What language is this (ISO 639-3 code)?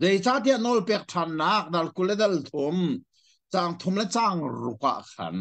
cnh